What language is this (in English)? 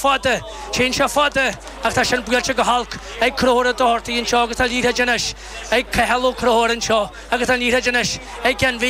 Irish